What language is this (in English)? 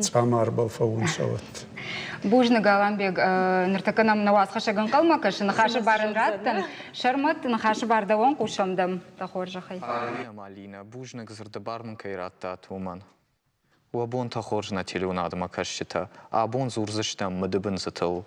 Ossetic